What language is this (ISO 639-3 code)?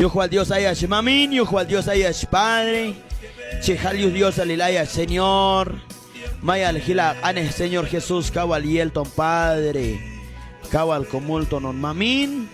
kjb